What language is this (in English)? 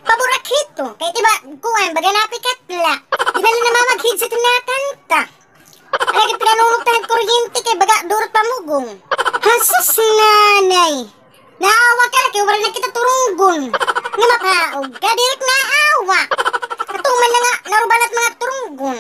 Waray